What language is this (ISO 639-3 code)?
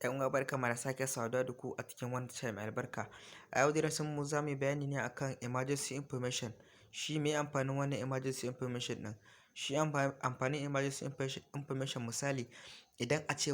hau